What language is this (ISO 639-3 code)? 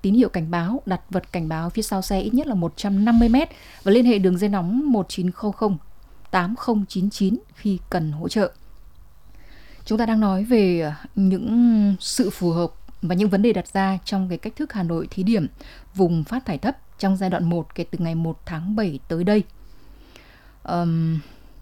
vie